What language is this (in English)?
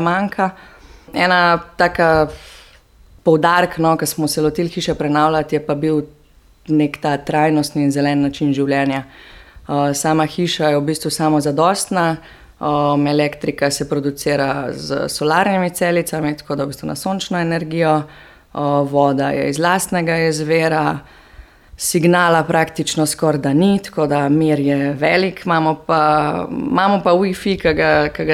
Slovenian